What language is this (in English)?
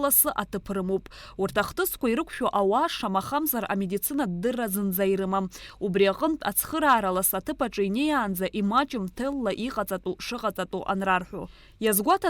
Abkhazian